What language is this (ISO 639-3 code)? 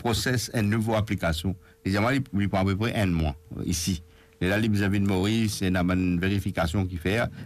mfe